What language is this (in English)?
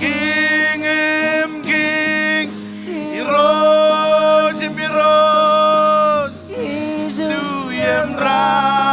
Marshallese